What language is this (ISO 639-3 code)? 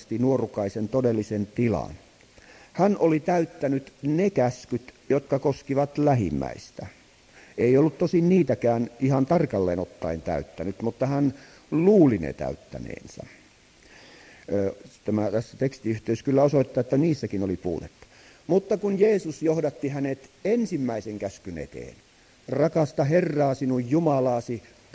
fin